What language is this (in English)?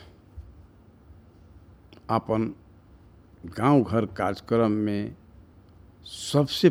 Bhojpuri